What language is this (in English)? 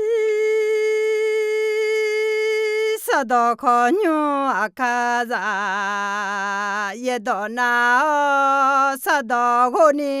Akha